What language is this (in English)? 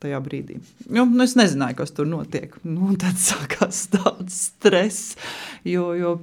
Latvian